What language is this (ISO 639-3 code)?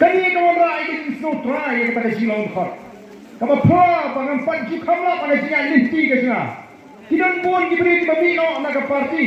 kha